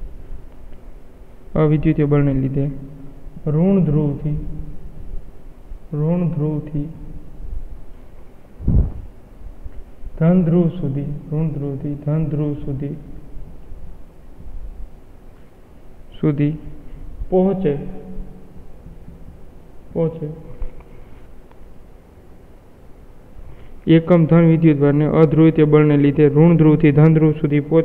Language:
Gujarati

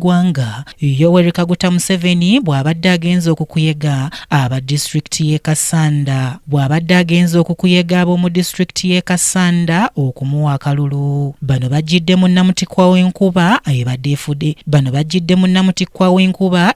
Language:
Ganda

